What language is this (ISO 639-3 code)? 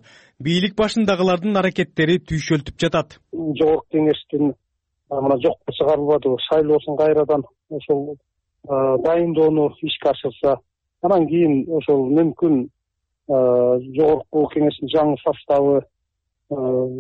kir